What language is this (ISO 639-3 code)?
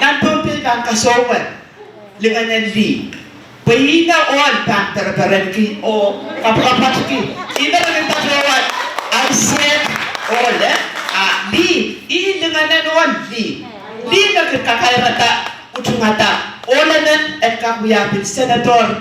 pon